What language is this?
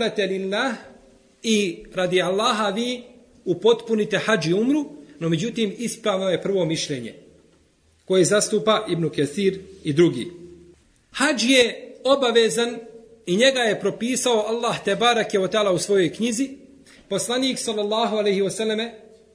Bosnian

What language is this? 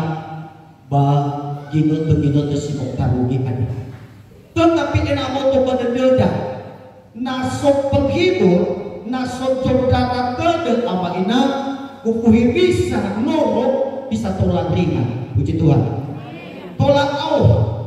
Nias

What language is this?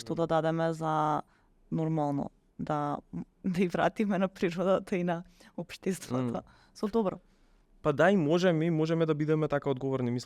Macedonian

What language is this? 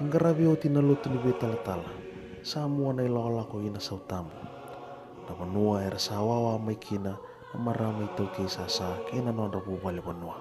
Fijian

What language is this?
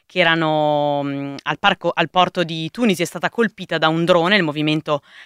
Italian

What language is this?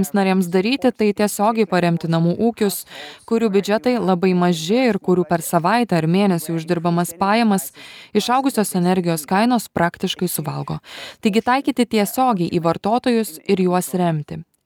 Lithuanian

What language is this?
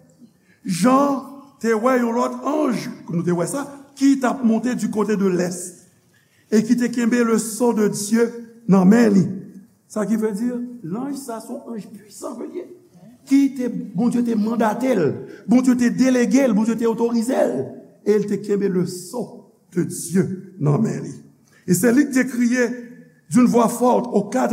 Haitian Creole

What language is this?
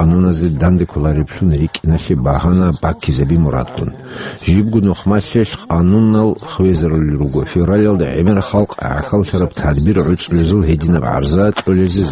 Avaric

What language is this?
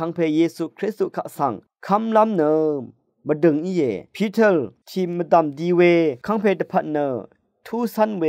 Rawang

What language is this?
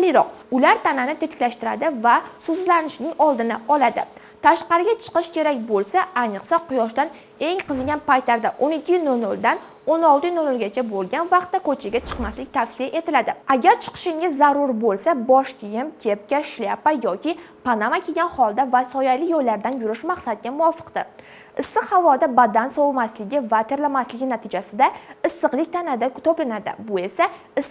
Uzbek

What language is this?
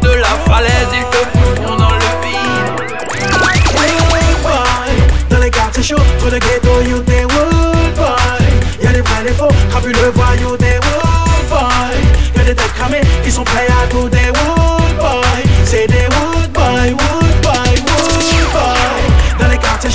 French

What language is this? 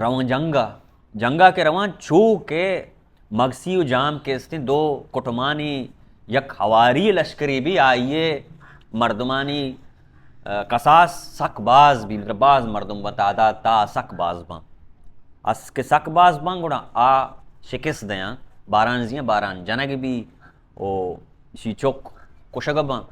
Baluchi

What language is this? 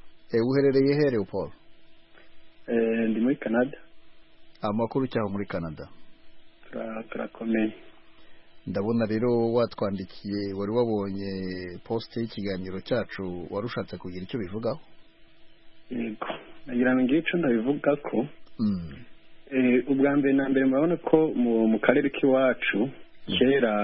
Kinyarwanda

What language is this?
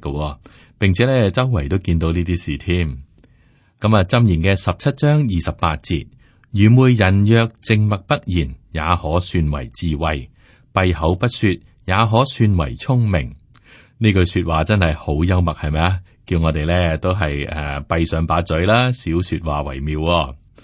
Cantonese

